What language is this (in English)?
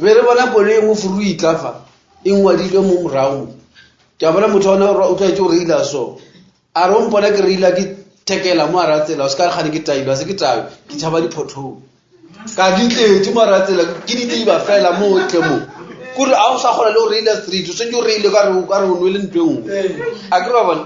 Northern Sotho